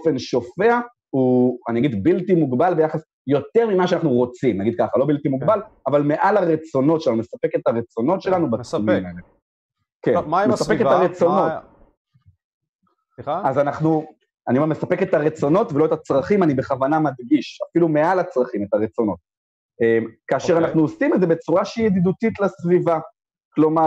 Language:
Hebrew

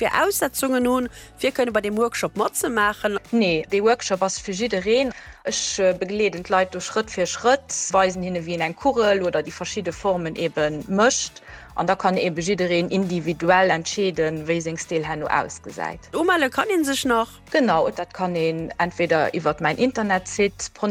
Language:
Luxembourgish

